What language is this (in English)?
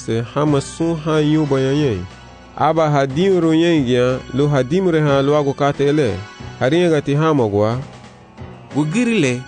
Garifuna